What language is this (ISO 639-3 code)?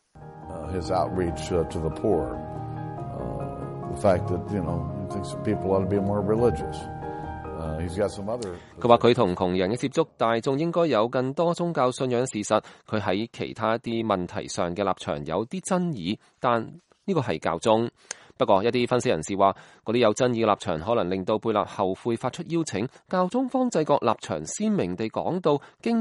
yue